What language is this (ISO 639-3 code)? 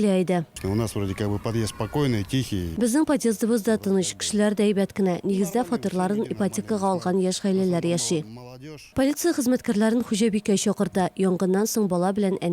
tat